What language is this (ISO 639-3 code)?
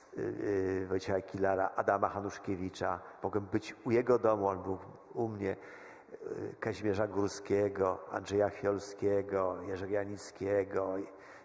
pol